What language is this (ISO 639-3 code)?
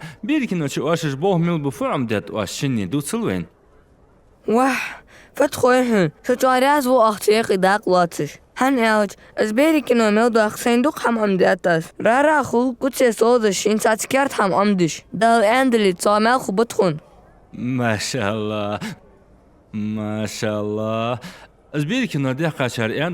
inh